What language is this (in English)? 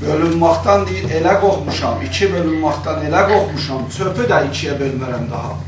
South Azerbaijani